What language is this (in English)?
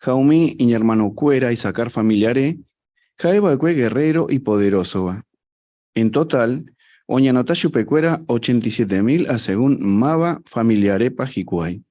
Guarani